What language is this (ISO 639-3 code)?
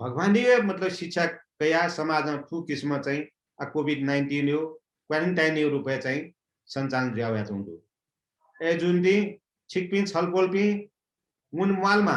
new